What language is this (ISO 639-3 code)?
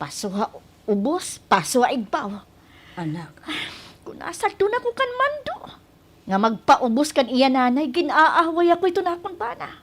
war